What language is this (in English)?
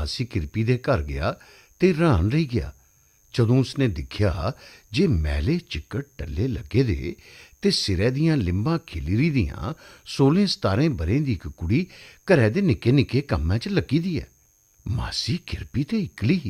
Dogri